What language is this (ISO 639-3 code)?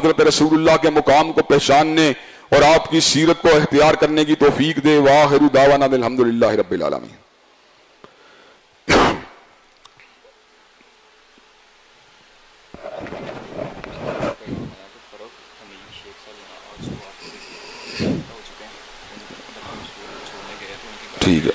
urd